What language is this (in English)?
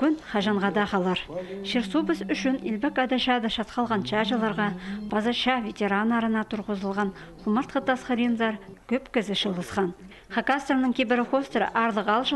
Khakas